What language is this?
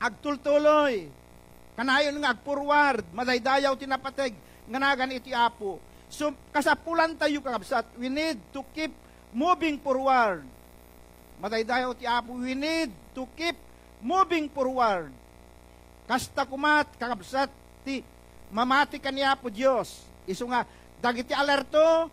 Iloko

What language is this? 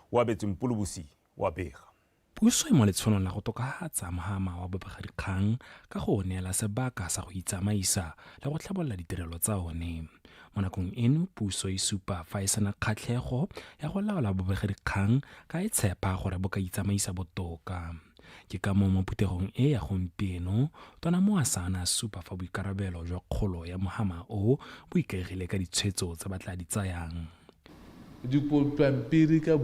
Tswana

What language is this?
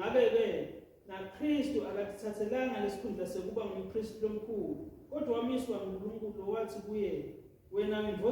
Swati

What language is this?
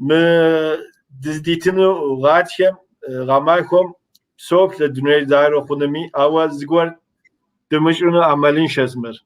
Kabardian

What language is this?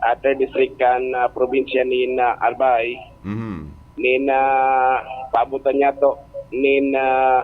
Bikol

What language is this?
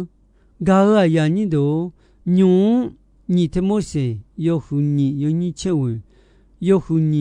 Akha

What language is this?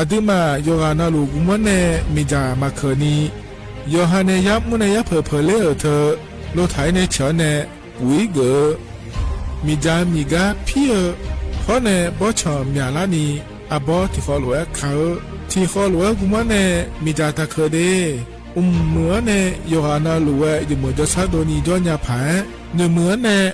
Akha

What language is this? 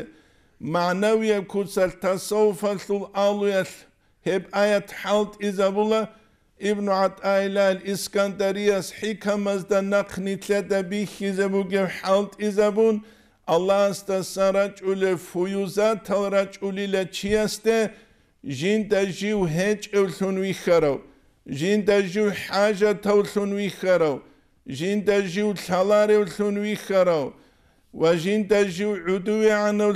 Avaric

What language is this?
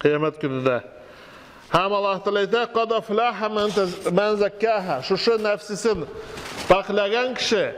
Tatar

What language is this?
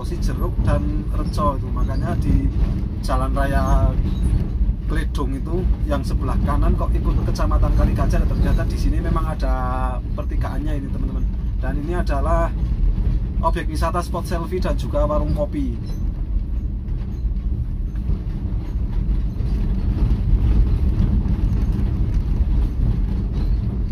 Indonesian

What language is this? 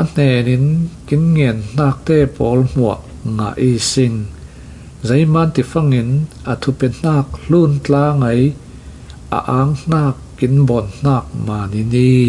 Falam Chin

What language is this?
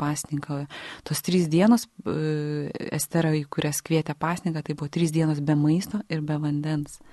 Lithuanian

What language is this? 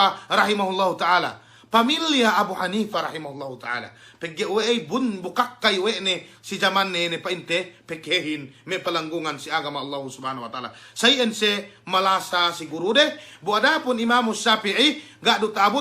Yakan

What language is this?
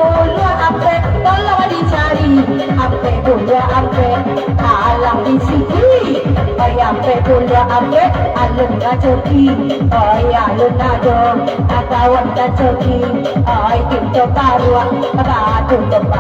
Minangkabau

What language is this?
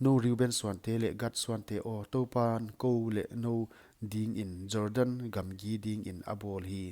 Paite Chin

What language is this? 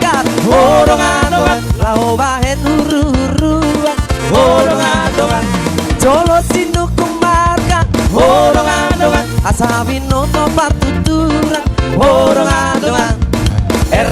Batak Toba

